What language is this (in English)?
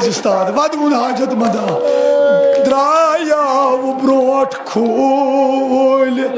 Kashmiri